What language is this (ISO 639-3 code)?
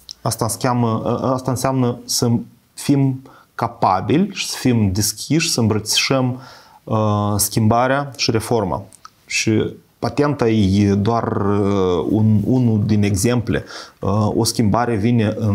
ron